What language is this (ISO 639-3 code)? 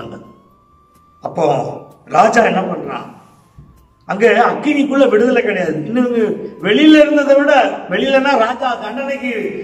tam